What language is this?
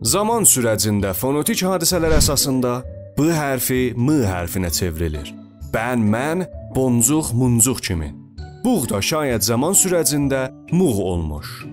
South Azerbaijani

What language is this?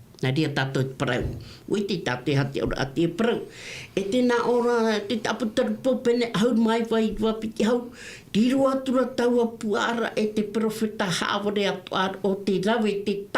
Tahitian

